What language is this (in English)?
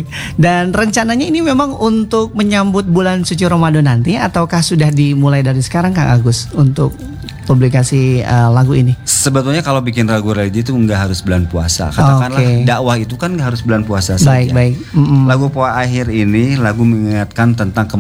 Indonesian